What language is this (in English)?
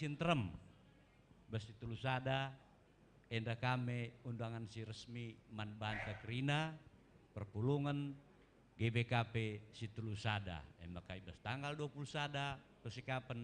Batak Karo